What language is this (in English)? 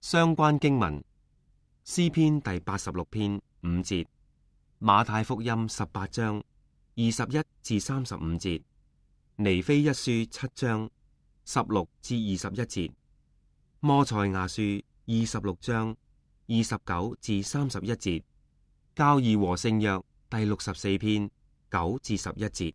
Cantonese